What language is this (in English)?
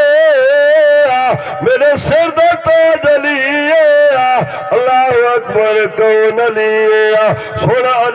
Saraiki